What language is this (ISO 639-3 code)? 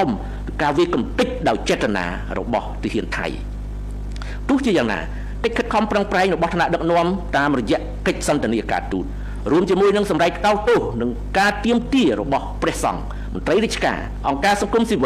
khm